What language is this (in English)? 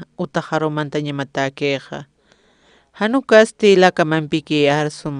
Aymara